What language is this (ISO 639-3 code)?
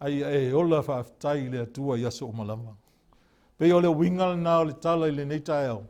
smo